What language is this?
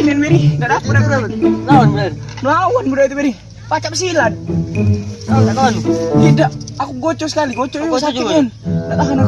Musi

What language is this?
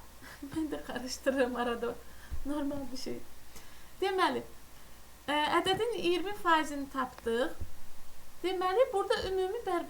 Azerbaijani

